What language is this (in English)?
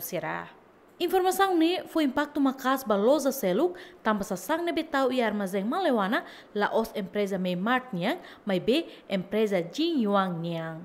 Tetum